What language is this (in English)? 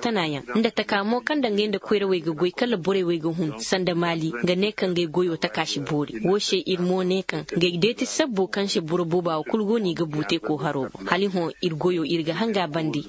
Koyraboro Senni